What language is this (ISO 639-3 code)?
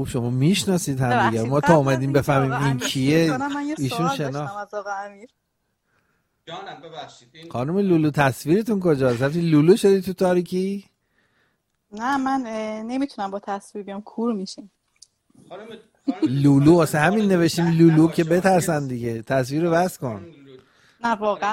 fas